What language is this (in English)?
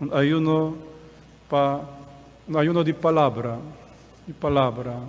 Papiamento